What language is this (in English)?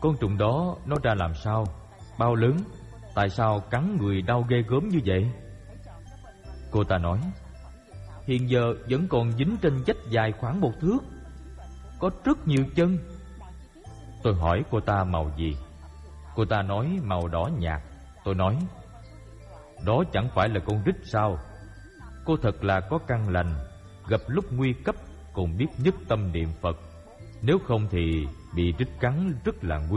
Vietnamese